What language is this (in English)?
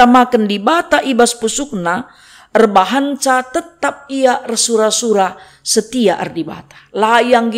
Batak Karo